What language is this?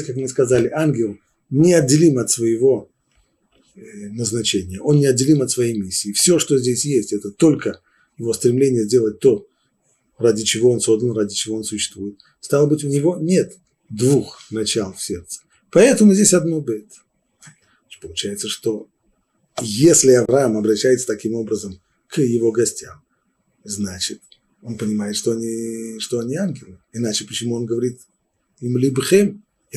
Russian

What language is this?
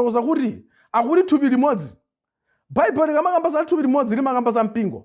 Nyanja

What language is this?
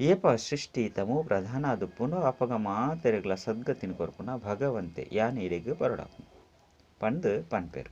Tulu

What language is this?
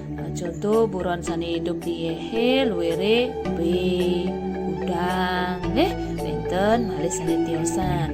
Balinese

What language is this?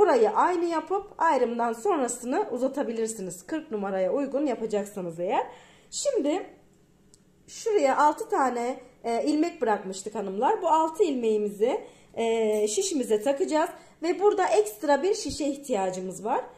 Turkish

